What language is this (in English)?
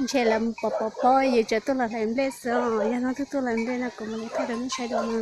Hmong